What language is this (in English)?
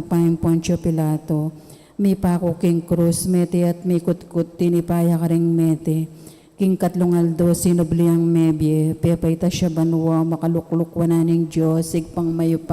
Pampanga